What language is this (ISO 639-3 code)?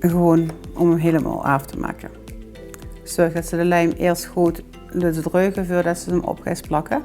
lim